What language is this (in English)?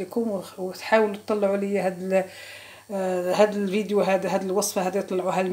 Moroccan Arabic